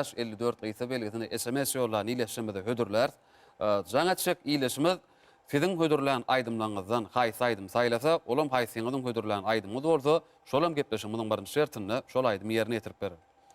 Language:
Turkmen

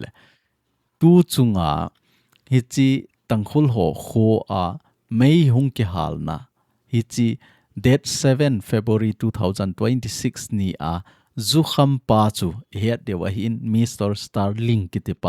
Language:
Thado Chin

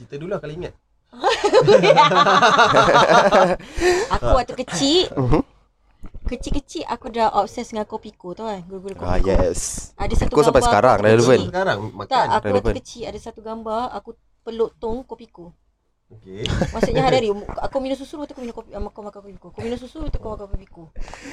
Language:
Malay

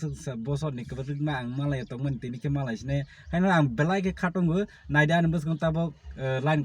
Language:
Kok Borok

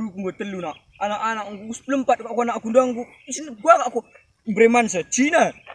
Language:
Batak Karo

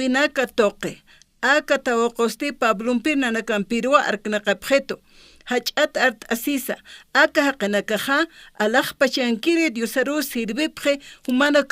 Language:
Aymara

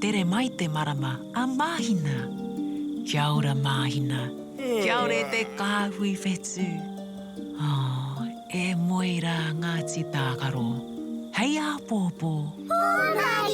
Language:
Māori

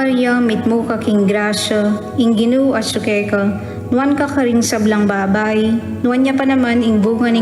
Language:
Pampanga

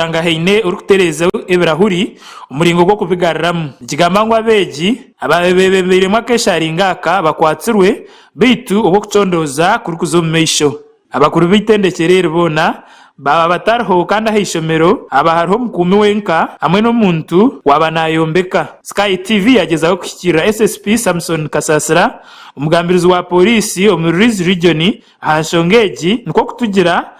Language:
Nyankole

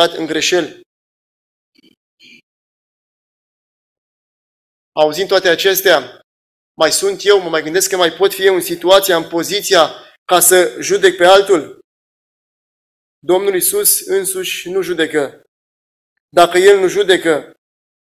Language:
Romanian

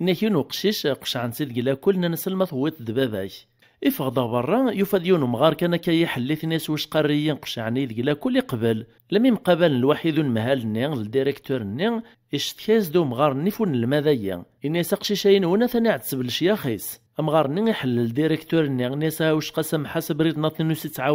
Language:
Kabyle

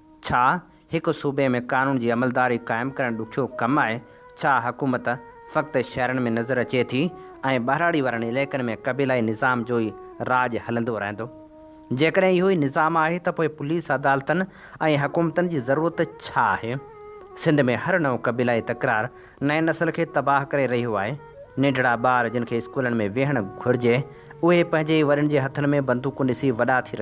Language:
Sindhi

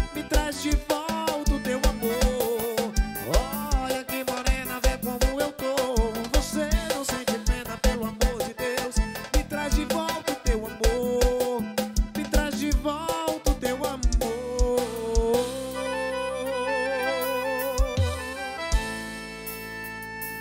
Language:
Portuguese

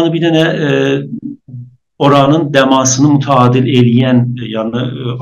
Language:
South Azerbaijani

